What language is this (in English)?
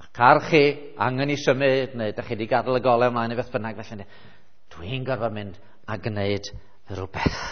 Welsh